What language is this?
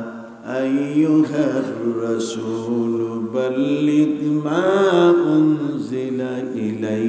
Bangla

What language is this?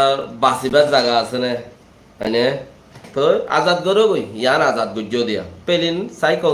Rohingya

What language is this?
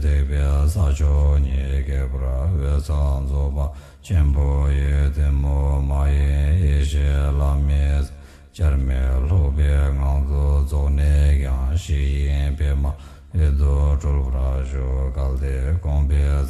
Tibetan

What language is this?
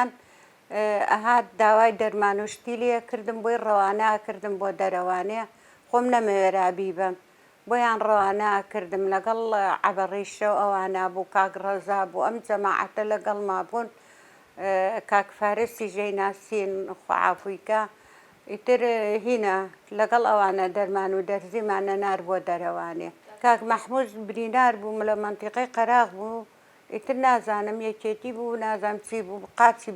Central Kurdish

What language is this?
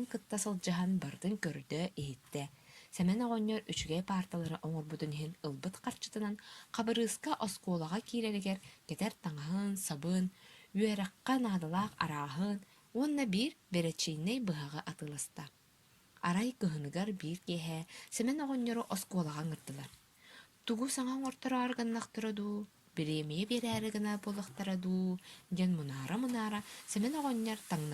Yakut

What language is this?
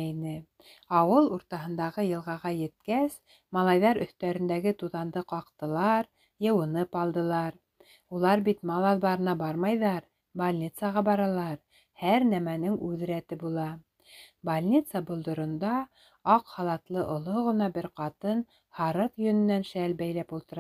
Bashkir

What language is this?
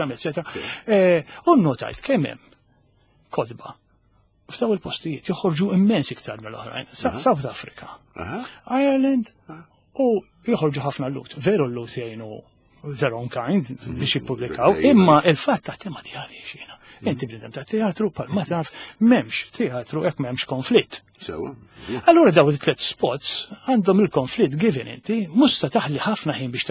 Maltese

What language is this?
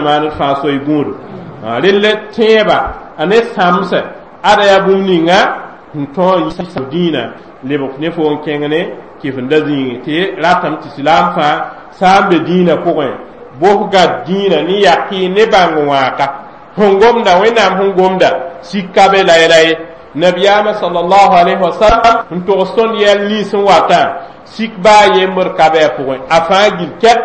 Mossi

